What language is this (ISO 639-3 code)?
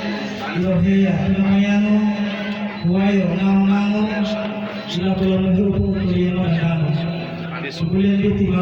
gor